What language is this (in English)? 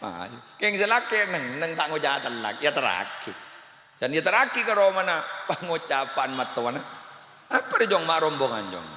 Madurese